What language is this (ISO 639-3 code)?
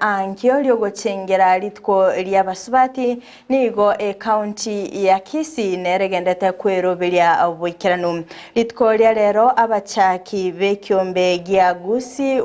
guz